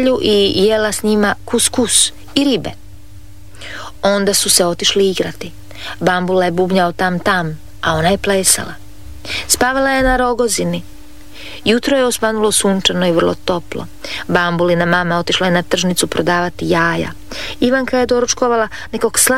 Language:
Croatian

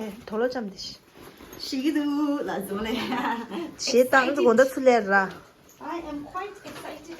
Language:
Tibetan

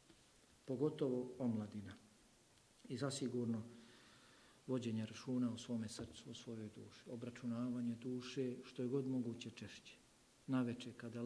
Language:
Bosnian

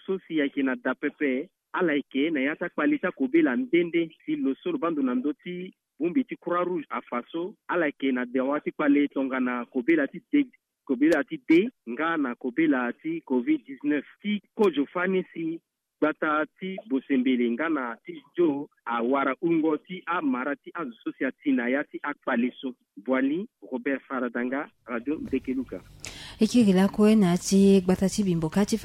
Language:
Sango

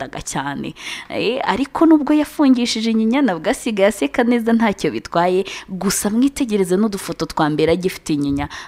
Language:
Kinyarwanda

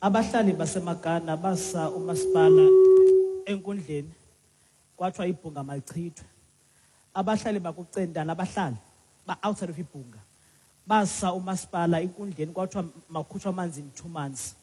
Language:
Xhosa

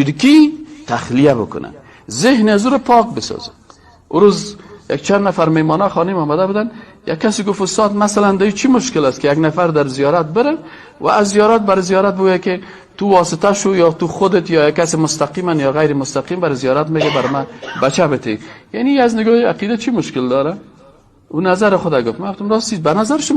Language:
Persian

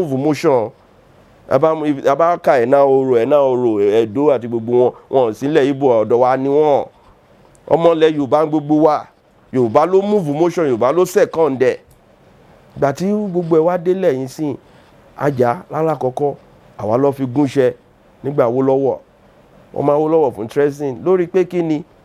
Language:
Yoruba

